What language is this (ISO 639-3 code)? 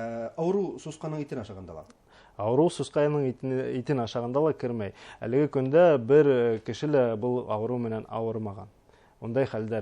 bak